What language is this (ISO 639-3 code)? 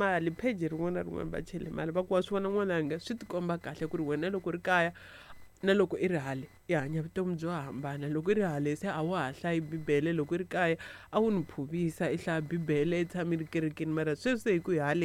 tso